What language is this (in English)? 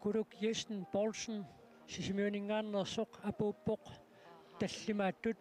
Kalaallisut